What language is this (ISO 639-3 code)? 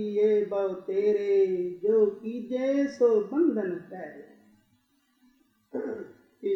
pan